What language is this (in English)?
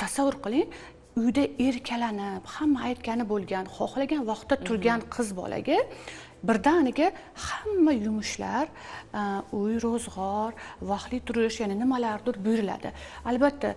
Uzbek